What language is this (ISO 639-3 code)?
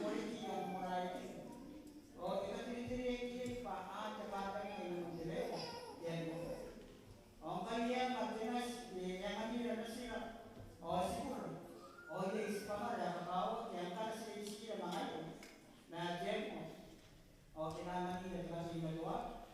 gil